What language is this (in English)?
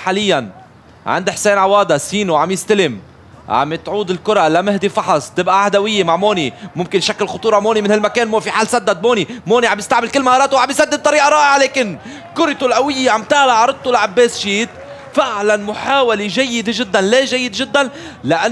North Levantine Arabic